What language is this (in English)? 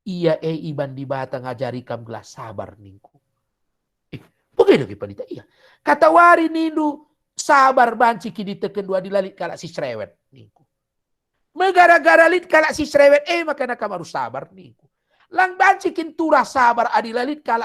Batak Karo